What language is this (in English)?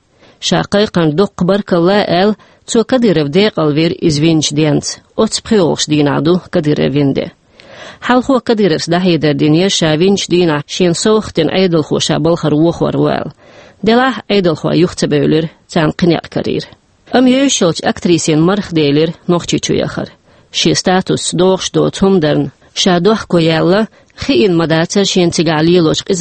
Chechen